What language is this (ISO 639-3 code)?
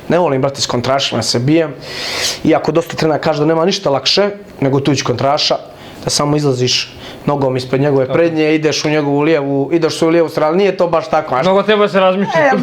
bos